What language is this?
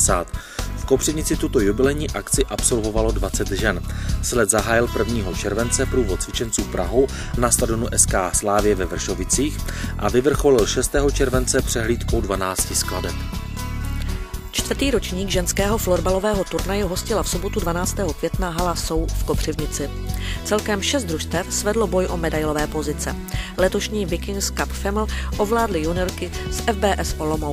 Czech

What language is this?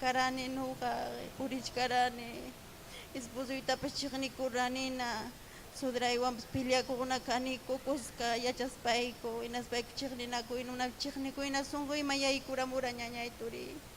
Ayacucho Quechua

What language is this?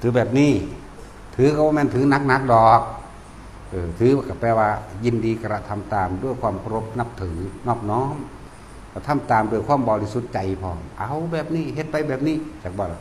Northeastern Thai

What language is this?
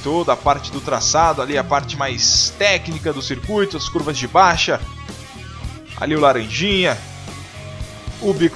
Portuguese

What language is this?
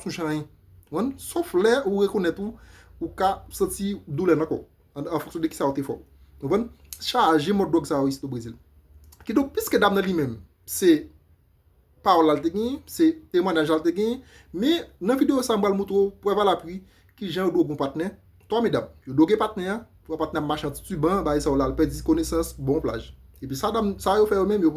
Haitian Creole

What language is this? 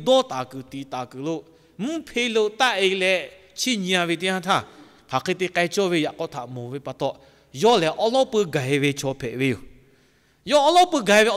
Lahu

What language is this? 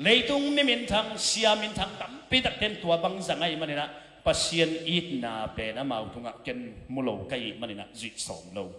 Tedim Chin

